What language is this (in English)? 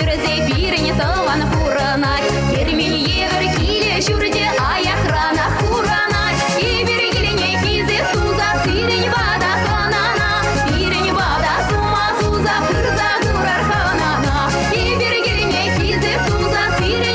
Chuvash